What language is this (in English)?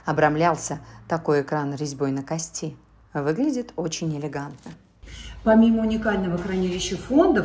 Russian